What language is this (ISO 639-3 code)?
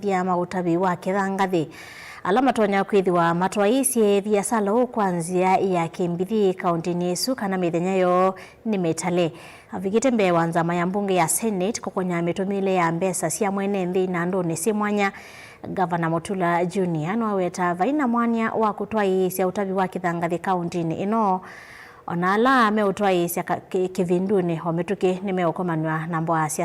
kam